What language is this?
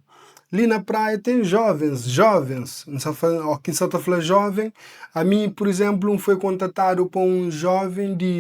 Kabuverdianu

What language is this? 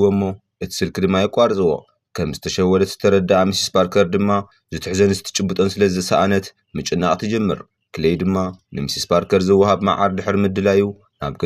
Tigrinya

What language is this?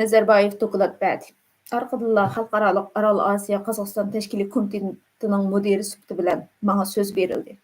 Uyghur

